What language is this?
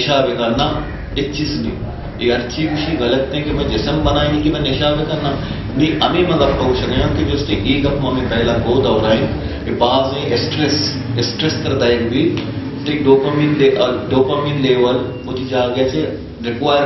Baluchi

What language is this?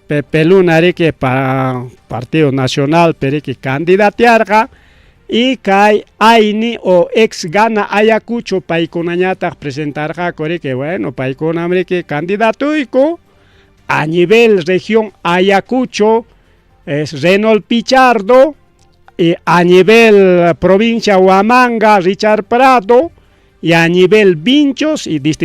Ayacucho Quechua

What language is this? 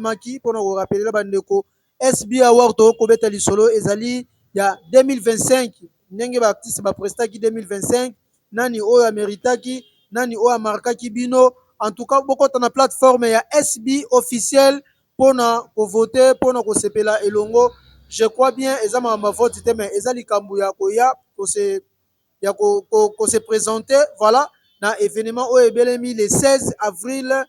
Lingala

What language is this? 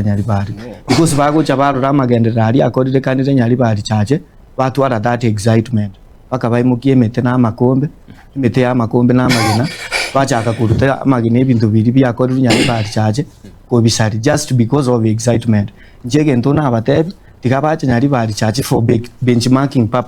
Gusii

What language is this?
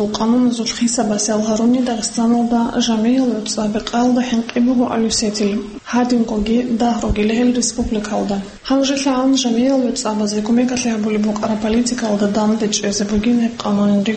Avaric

